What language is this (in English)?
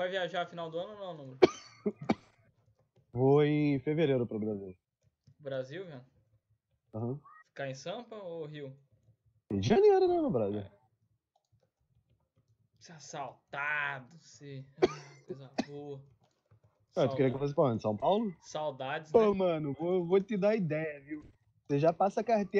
Portuguese